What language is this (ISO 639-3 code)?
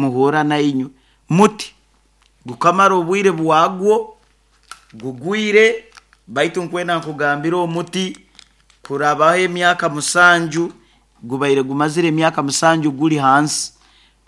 nyo